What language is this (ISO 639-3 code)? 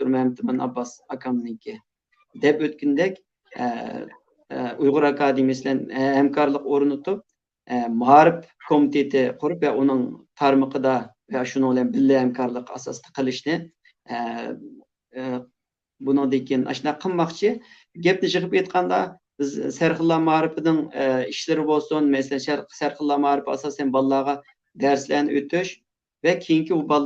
uig